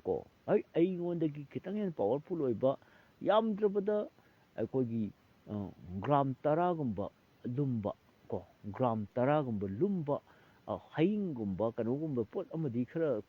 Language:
Manipuri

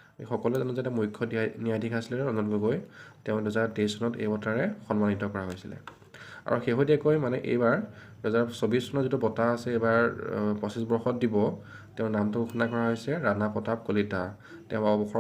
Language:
Assamese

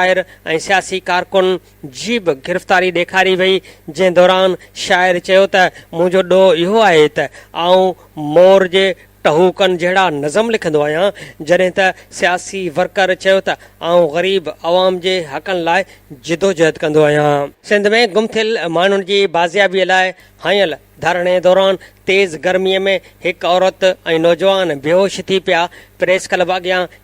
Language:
Sindhi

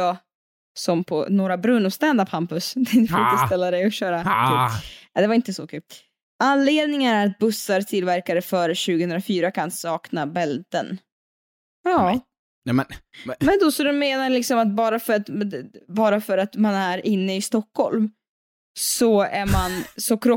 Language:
Swedish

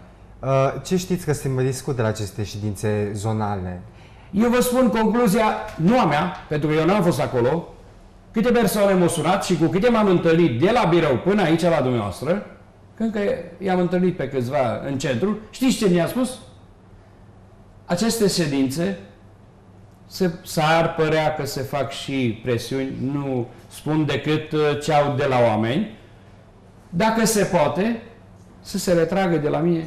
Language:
Romanian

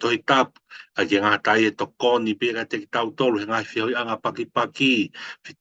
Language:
Tongan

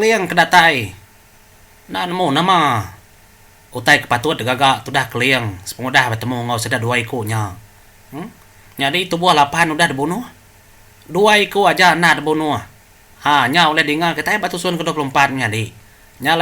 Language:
Iban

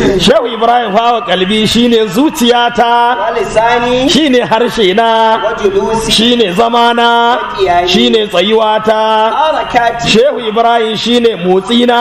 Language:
Hausa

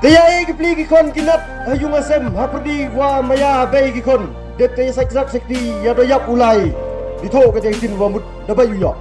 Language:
Khasi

